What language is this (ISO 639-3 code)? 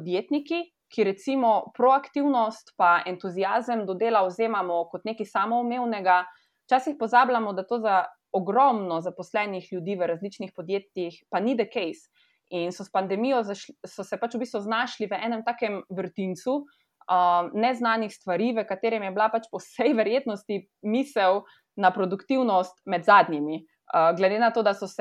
slv